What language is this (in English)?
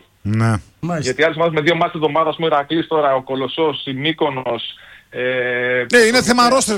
Greek